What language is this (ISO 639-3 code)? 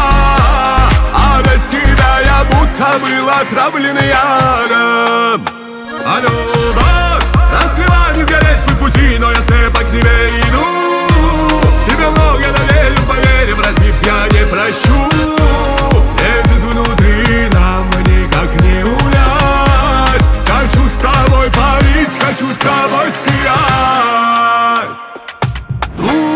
rus